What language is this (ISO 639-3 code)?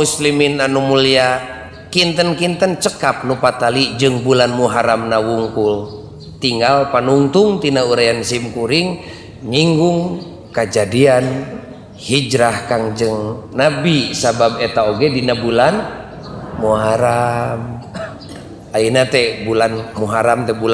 sun